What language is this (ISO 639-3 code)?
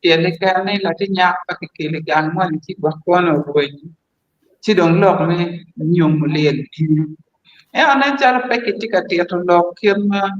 ach